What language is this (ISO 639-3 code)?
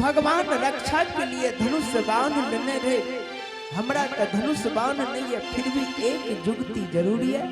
anp